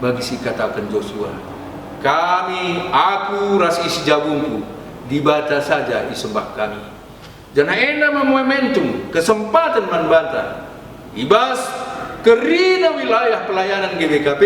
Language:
Batak Karo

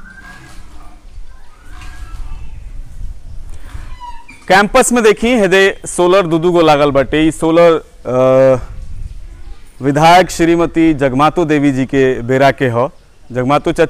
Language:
Bhojpuri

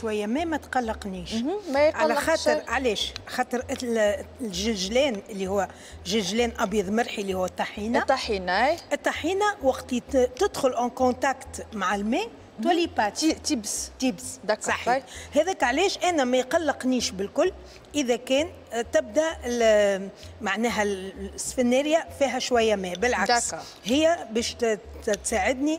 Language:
Tunisian Arabic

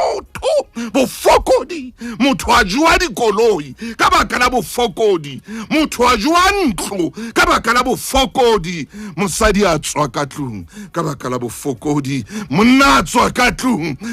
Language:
Southern Sotho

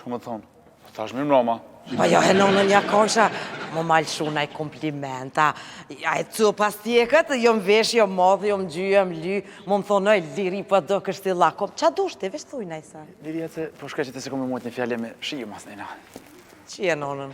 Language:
Albanian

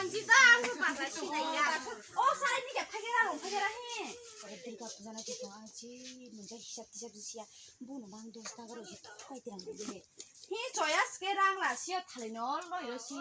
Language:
Kok Borok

